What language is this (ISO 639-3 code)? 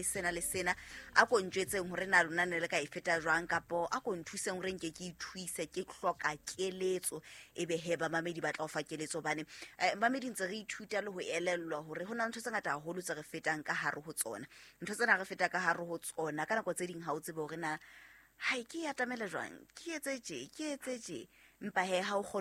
sot